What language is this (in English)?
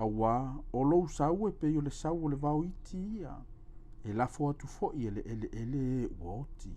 Samoan